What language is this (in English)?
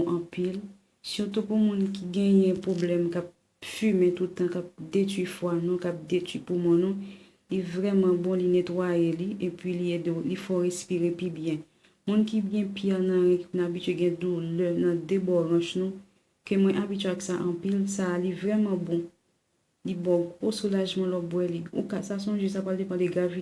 Haitian Creole